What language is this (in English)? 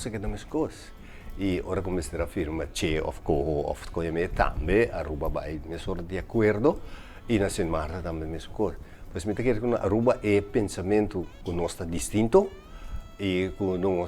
Papiamento